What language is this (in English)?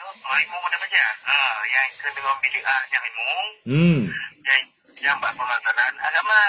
Achinese